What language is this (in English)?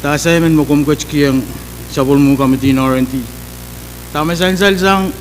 Pohnpeian